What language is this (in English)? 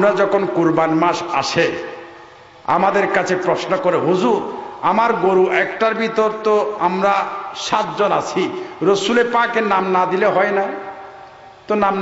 Bangla